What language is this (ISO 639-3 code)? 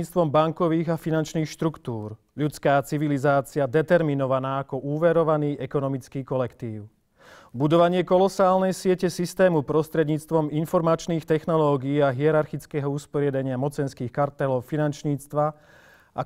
slk